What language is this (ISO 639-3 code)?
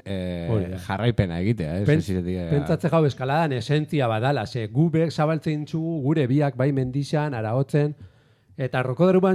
eus